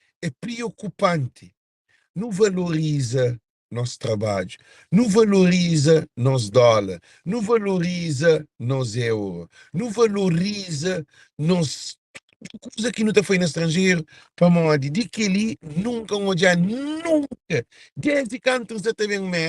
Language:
Kabuverdianu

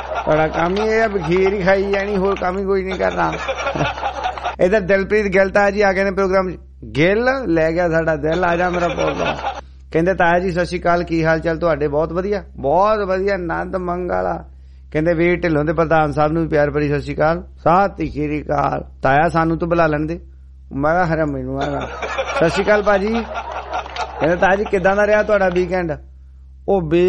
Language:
Punjabi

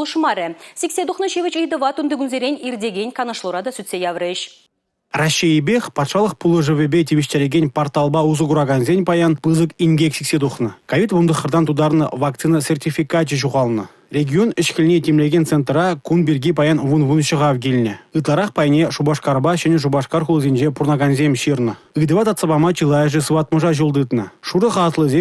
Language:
Chuvash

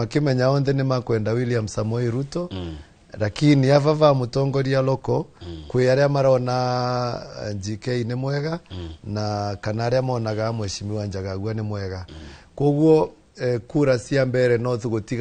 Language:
Kikuyu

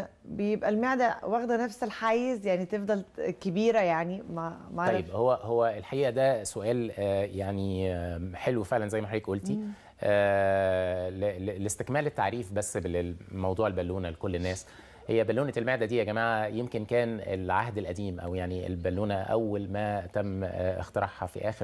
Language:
Egyptian Arabic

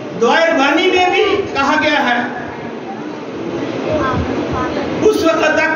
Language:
Urdu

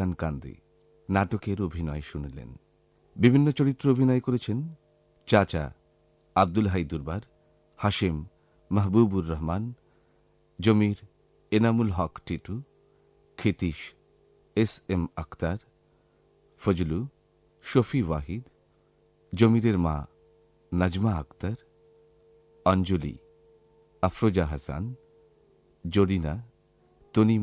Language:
Bangla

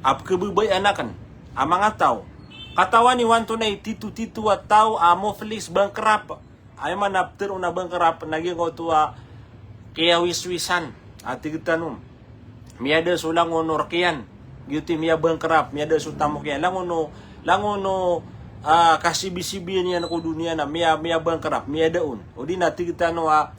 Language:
Maranao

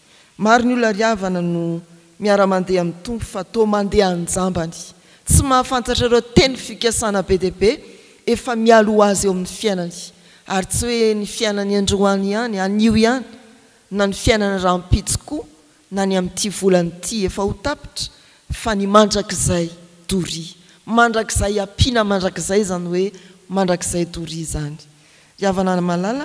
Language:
Malagasy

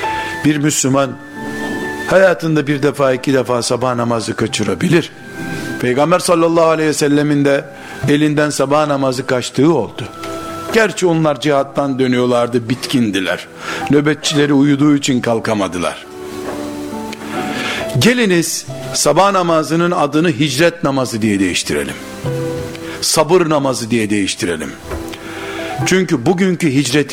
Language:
Turkish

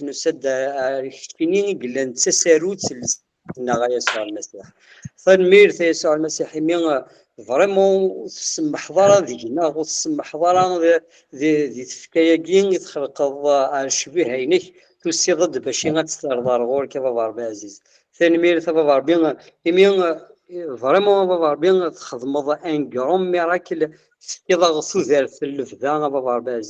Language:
Kabyle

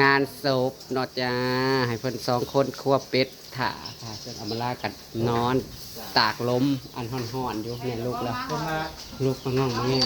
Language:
Northeastern Thai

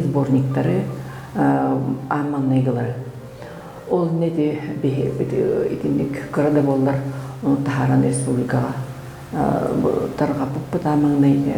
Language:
Yakut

